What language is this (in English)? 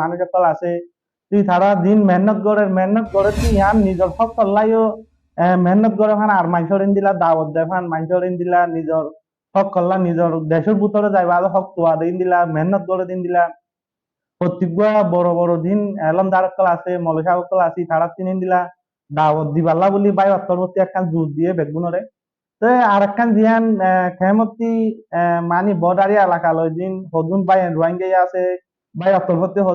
Rohingya